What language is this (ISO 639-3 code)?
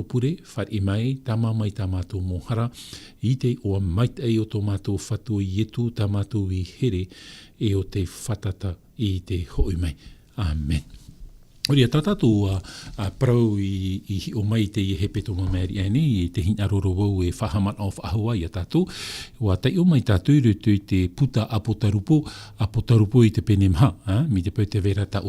tah